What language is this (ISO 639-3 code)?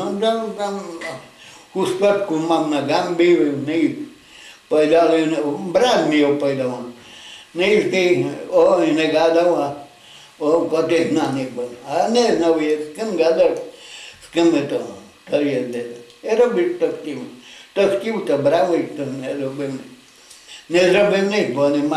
rue